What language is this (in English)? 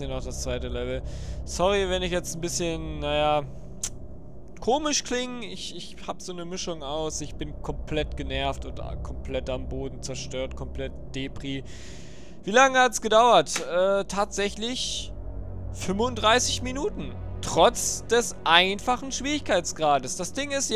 German